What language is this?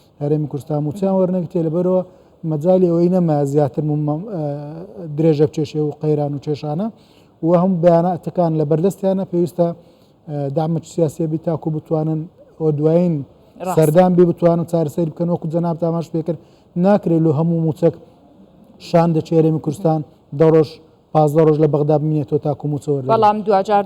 Central Kurdish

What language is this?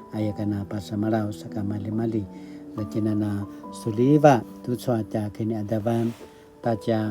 Paiwan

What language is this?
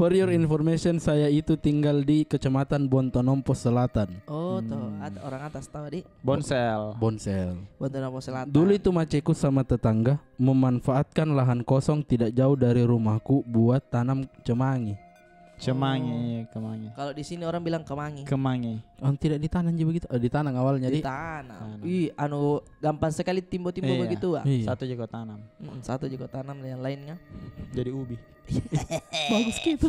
Makassar Malay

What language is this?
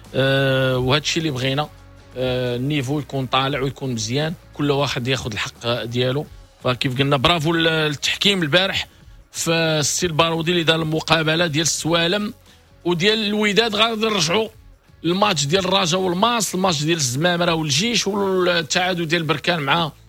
Moroccan Arabic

